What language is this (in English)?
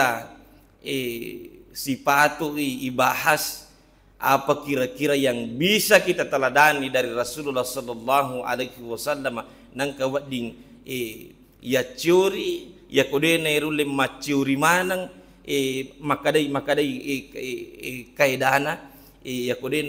Buginese